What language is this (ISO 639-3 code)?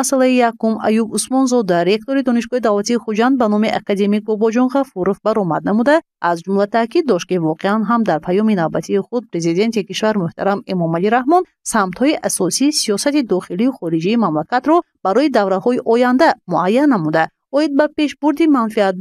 tgk